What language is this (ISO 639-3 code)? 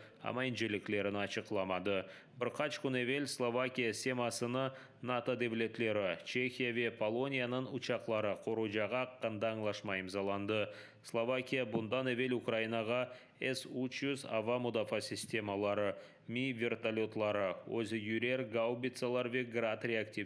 crh